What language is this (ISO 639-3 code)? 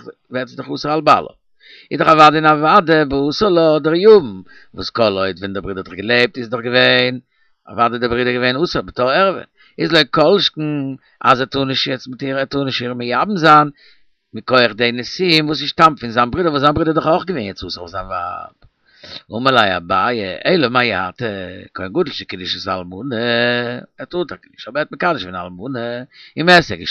yid